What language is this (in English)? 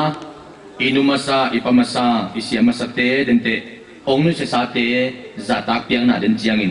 Tedim Chin